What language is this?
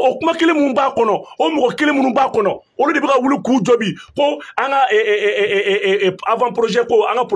Bambara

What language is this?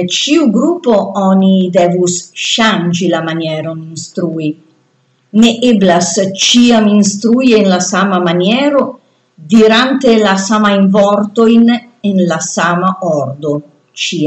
Esperanto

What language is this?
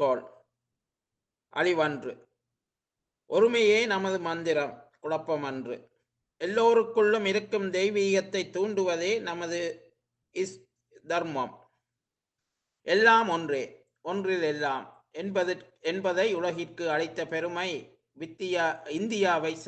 Tamil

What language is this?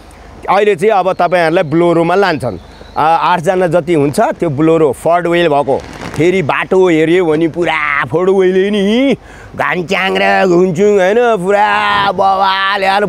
Nepali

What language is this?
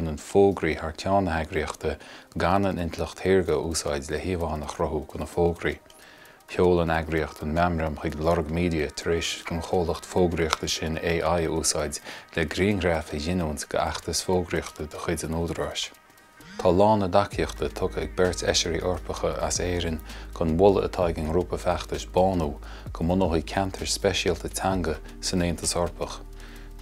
Irish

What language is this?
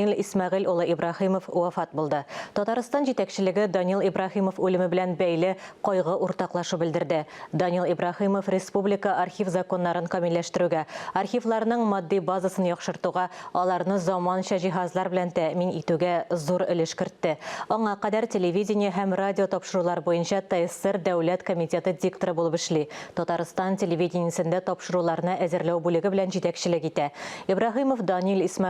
Tatar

